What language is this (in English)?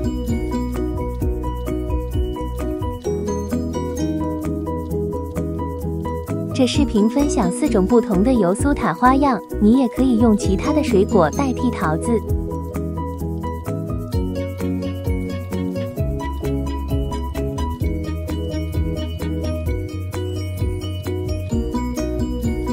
Chinese